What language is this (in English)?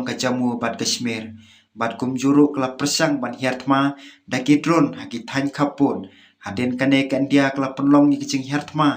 Khasi